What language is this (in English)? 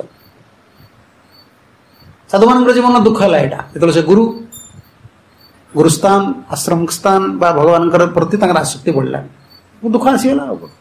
Odia